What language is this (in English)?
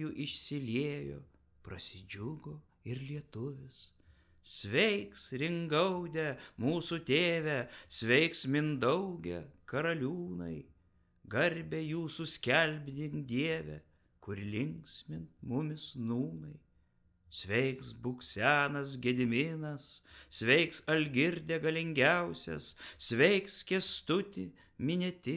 Lithuanian